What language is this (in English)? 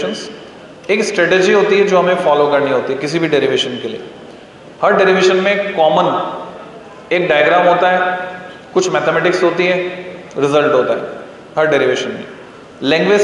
Hindi